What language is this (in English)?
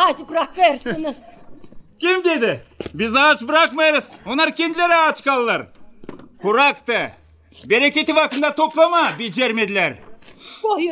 Gagauz